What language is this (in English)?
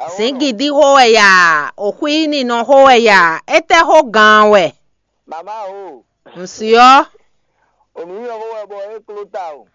Fon